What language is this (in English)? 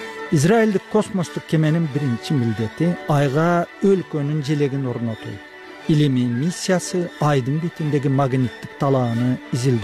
Kyrgyz